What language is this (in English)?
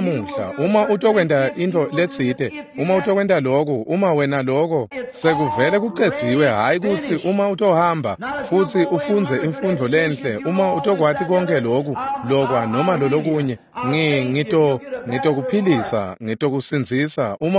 Swati